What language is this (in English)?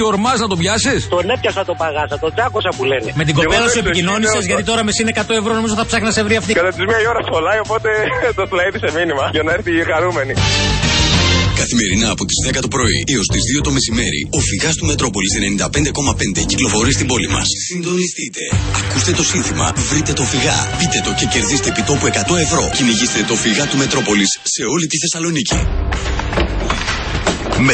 Greek